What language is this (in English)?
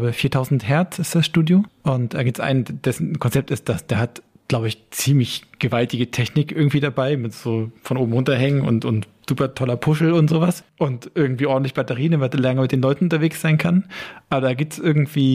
German